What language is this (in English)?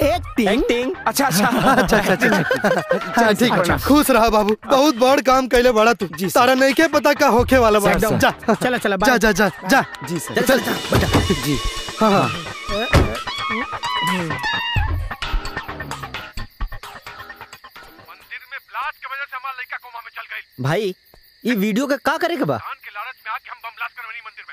Bhojpuri